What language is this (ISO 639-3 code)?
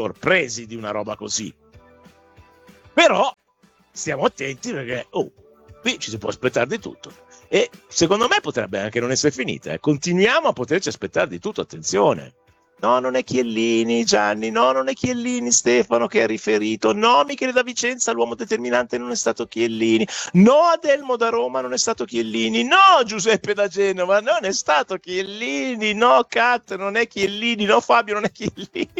ita